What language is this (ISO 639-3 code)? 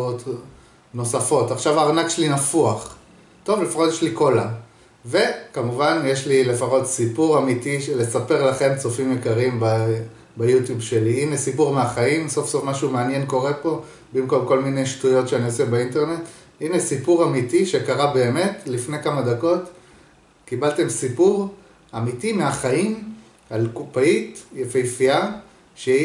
heb